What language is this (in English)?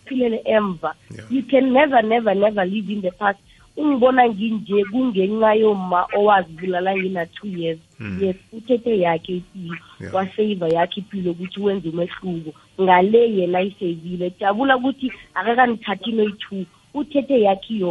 South Ndebele